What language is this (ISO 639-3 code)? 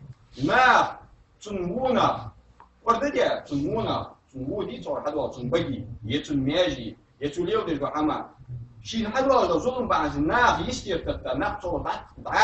inh